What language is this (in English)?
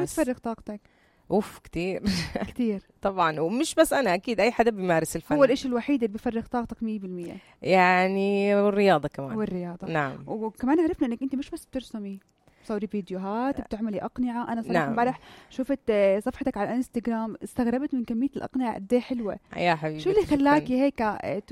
North Levantine Arabic